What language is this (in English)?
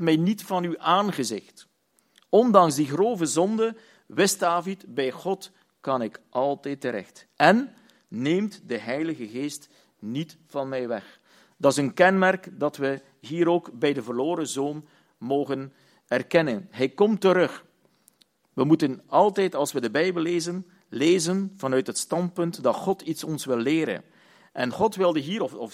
Dutch